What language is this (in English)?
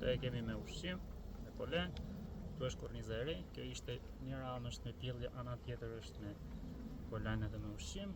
Albanian